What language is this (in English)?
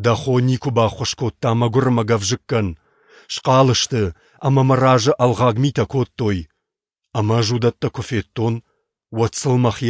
Ossetic